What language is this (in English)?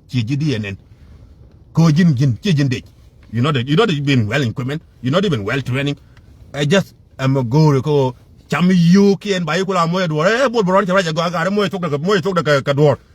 Nuer